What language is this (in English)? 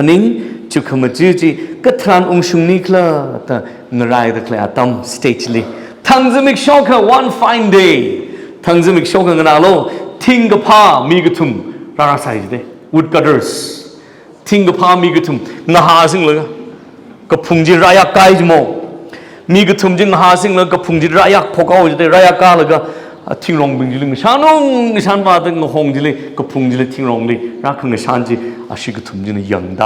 Tangkhul Naga (India)